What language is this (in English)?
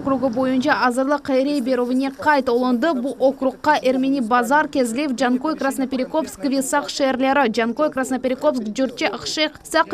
Crimean Tatar